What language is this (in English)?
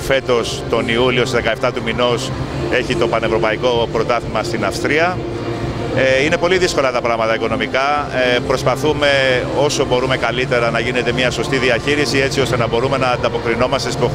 Greek